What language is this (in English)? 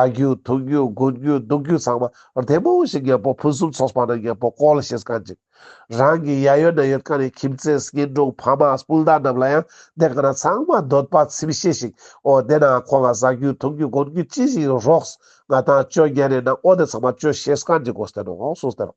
Ladakhi